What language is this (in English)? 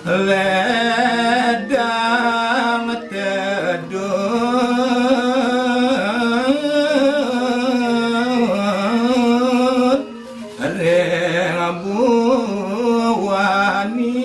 Balinese